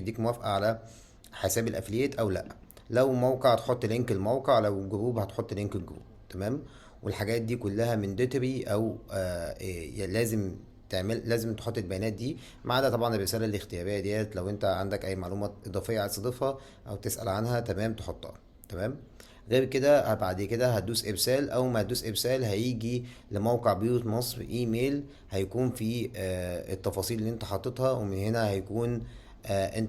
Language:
Egyptian Arabic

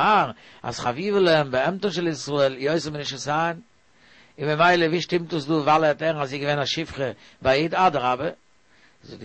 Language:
Yiddish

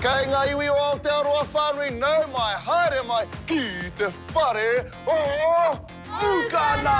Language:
Māori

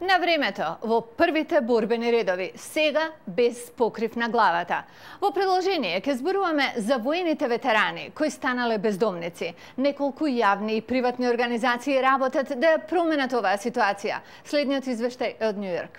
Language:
Macedonian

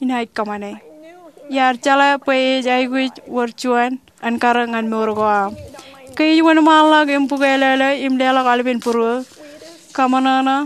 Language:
Marshallese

